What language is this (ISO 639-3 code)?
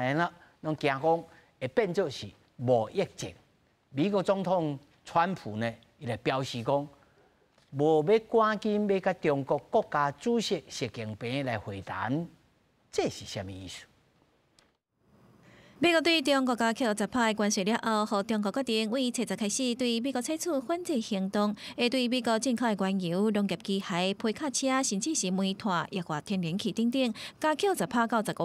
nan